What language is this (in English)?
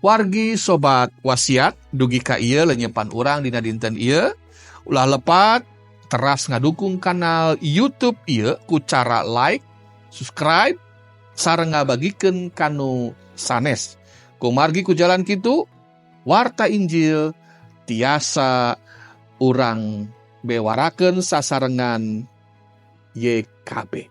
Sundanese